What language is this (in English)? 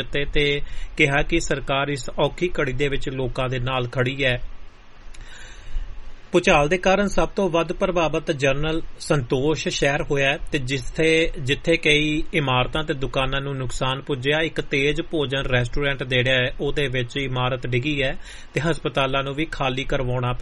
Punjabi